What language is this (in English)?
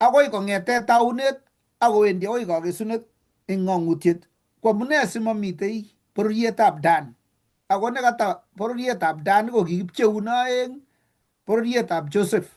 Kalenjin